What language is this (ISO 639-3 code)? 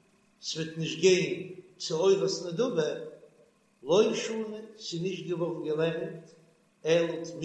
yid